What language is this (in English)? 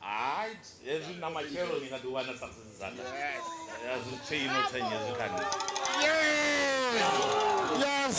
Venda